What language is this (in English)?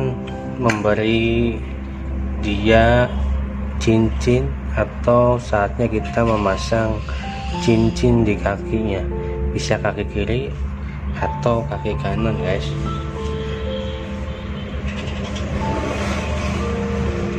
Indonesian